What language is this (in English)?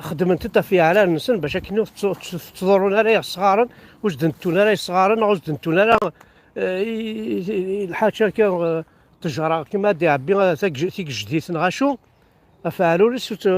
Kabyle